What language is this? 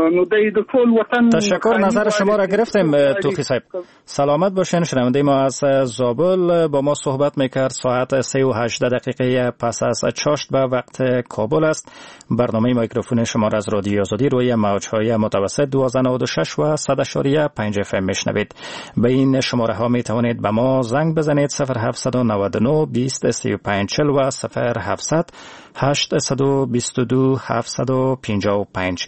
Persian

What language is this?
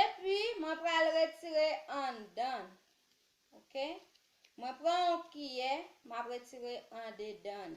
Haitian Creole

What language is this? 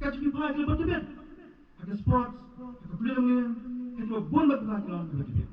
Khasi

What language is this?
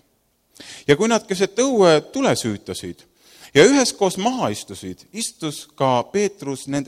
Estonian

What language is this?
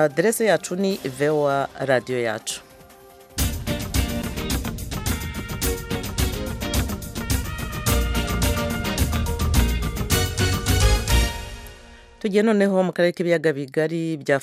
Kinyarwanda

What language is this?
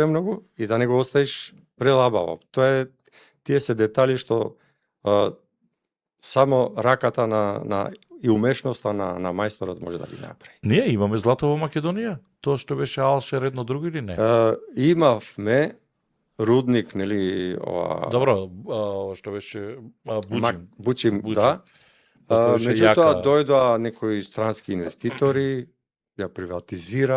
Macedonian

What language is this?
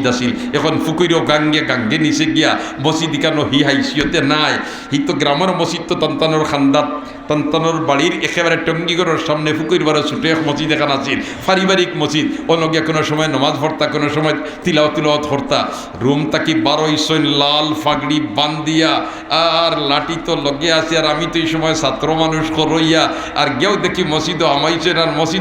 Sylheti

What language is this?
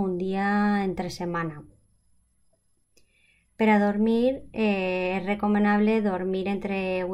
Catalan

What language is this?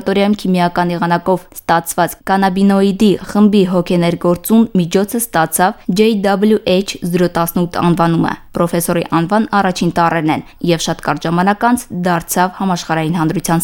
Armenian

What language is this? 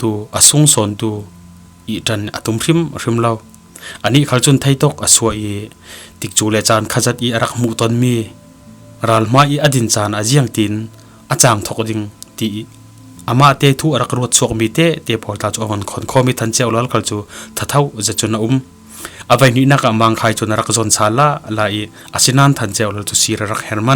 Falam Chin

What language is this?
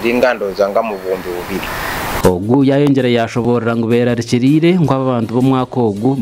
Nyankole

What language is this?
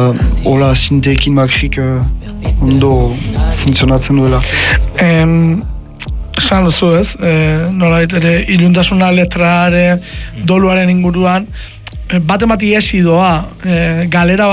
Basque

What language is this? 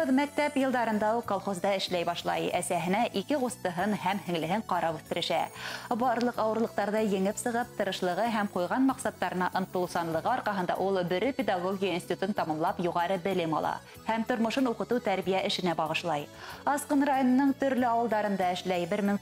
Bashkir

